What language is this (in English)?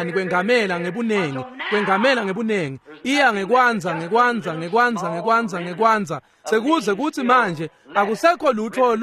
Swati